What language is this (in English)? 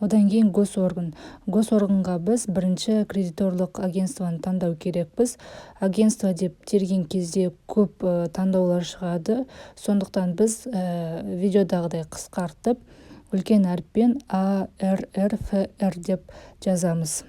Kazakh